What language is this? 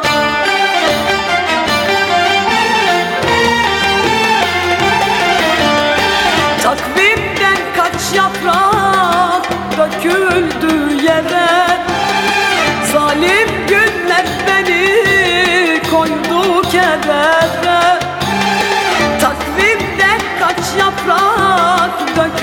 Turkish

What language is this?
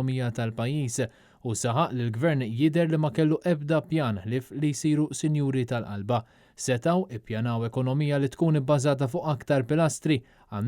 Maltese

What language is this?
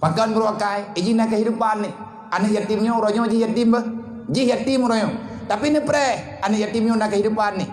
Achinese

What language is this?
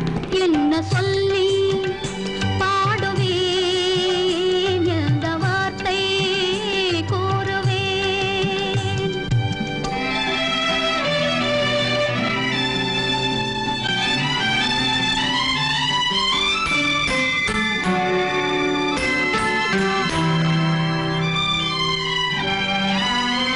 Tamil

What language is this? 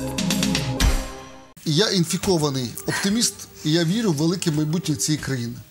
Ukrainian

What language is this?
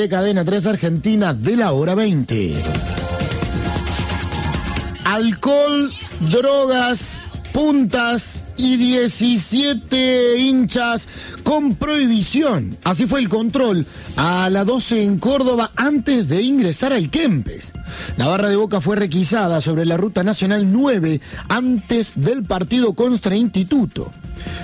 Spanish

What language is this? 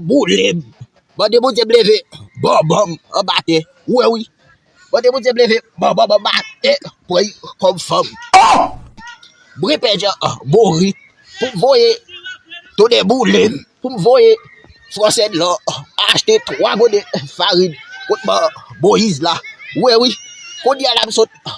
Haitian Creole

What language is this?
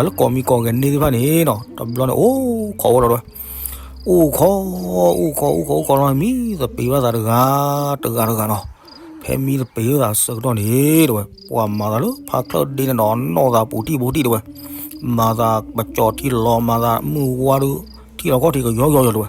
S'gaw Karen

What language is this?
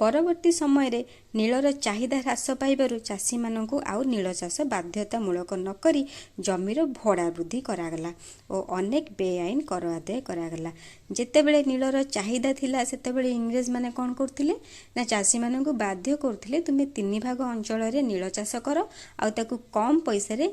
Odia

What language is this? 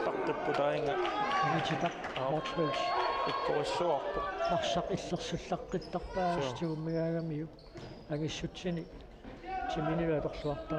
Kalaallisut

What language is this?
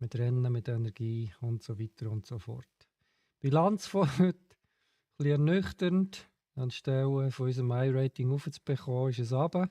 Swiss German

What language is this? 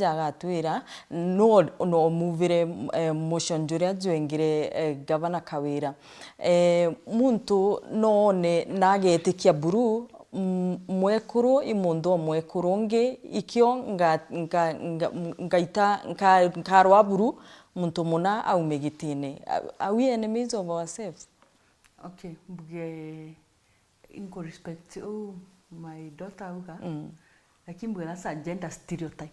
Meru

